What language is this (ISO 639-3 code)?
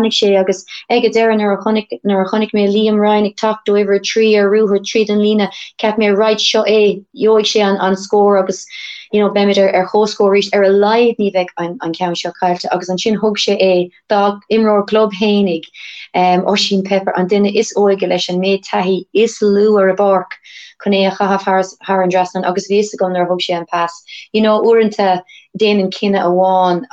gle